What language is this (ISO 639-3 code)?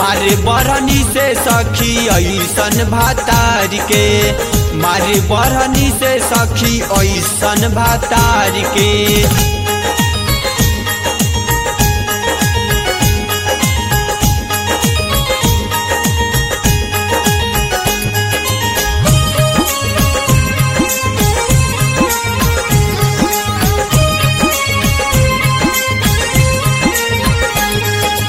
bho